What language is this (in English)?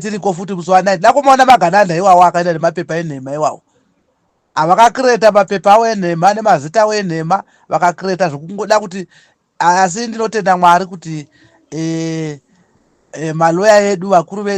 Shona